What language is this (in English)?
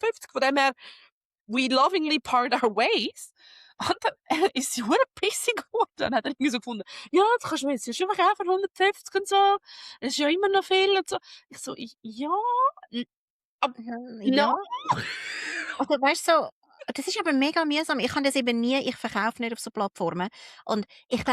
Swiss German